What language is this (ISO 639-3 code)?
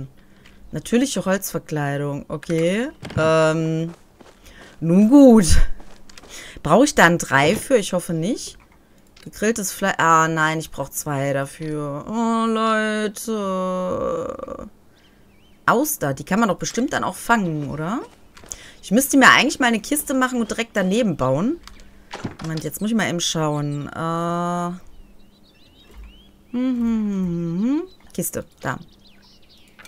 deu